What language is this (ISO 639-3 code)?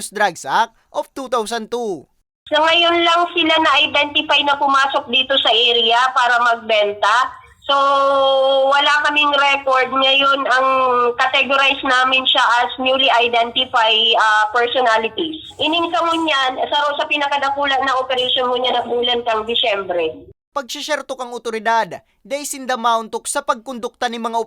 bik